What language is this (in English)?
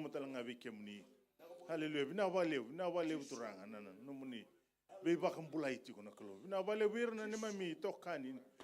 Fijian